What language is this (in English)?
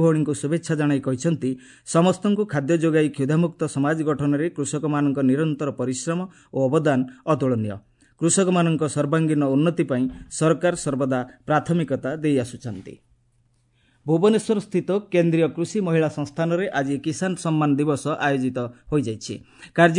Odia